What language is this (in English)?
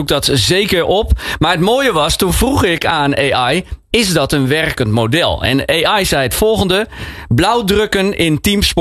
Dutch